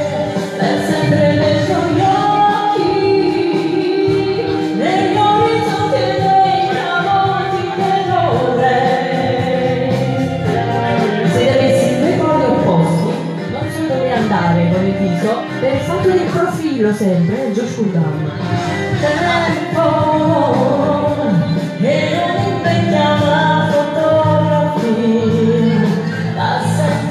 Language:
Italian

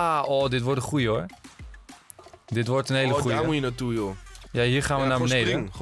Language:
Dutch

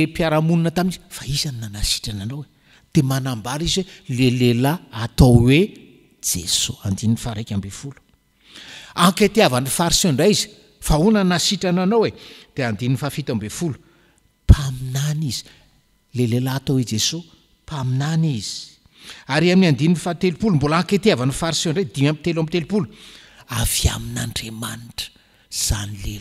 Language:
Malagasy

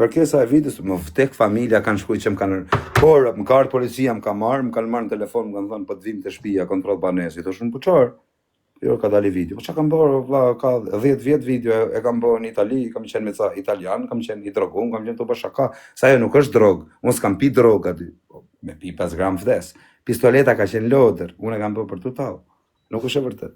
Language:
Albanian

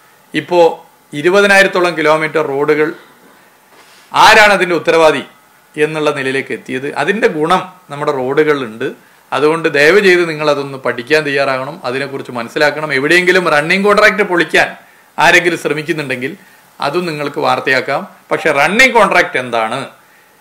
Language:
Malayalam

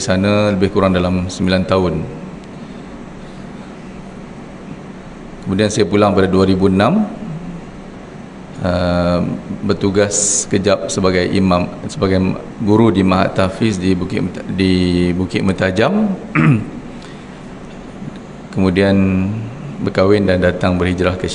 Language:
Malay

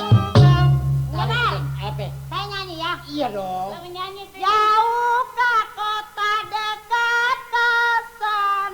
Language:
Betawi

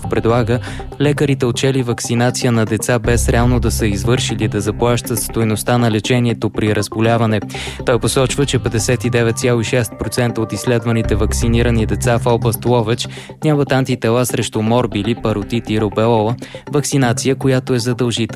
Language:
Bulgarian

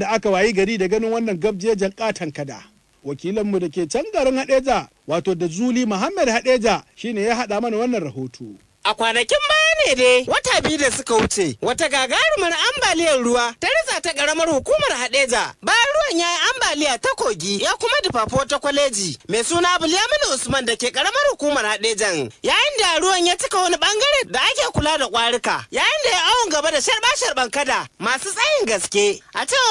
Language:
Hausa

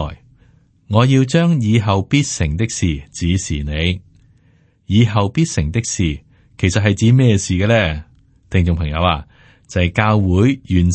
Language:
Cantonese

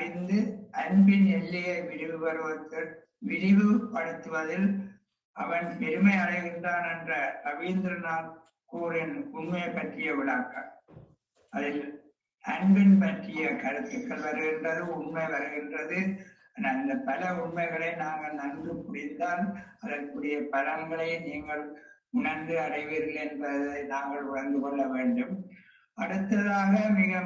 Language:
Tamil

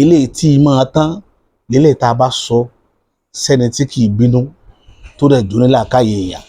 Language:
Yoruba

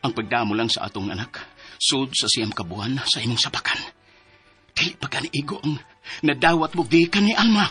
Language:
Cebuano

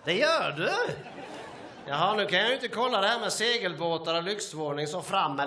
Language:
Swedish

